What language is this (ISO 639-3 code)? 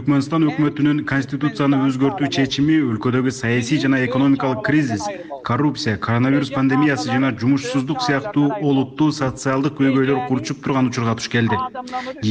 kir